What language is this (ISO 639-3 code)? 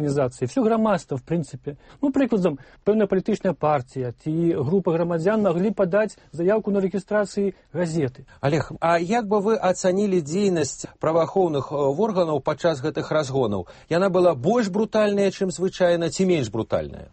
bel